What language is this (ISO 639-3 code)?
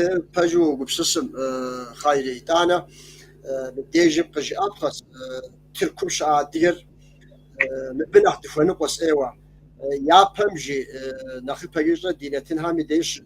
kbd